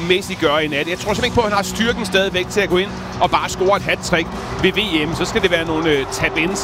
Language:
Danish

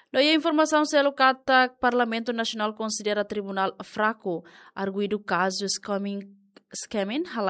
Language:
Tetum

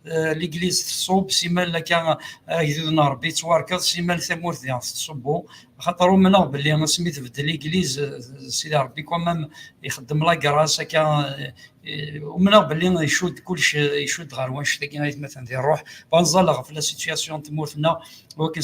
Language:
Kabyle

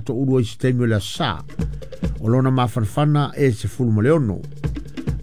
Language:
Samoan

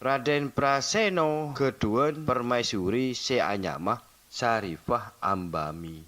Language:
Madurese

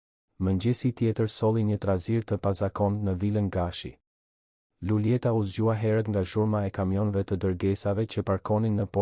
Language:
Albanian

